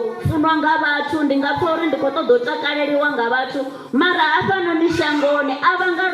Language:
Venda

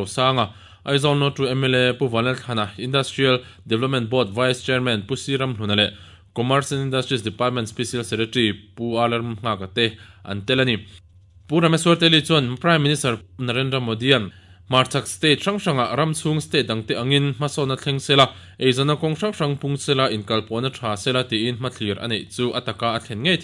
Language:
Mizo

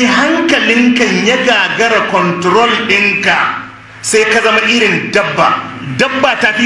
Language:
Hausa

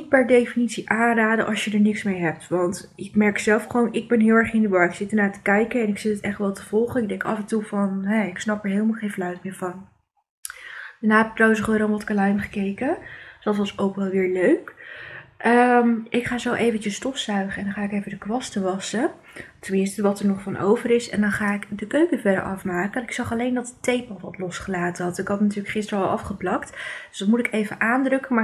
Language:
Dutch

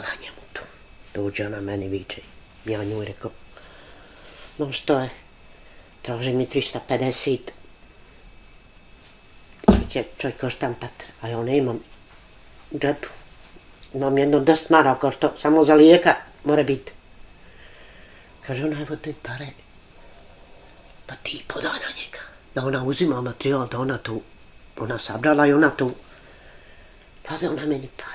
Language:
Bosnian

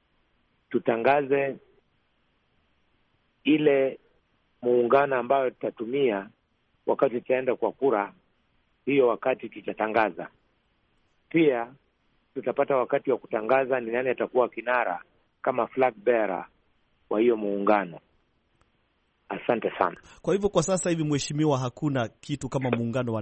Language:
Swahili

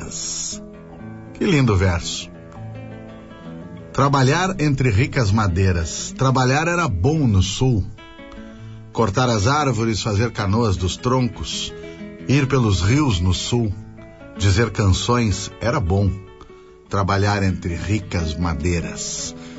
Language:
Portuguese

